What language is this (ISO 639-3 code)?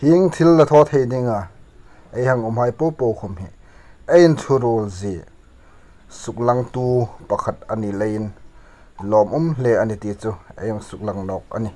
hmr